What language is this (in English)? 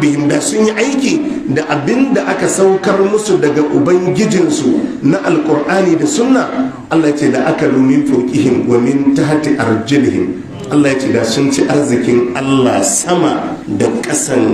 Hausa